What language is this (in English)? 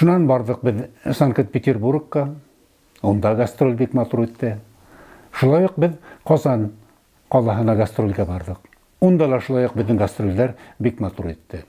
Bashkir